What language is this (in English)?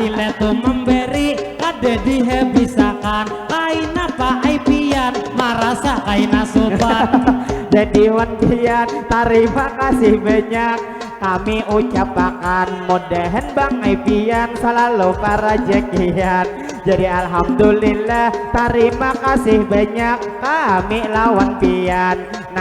Banjar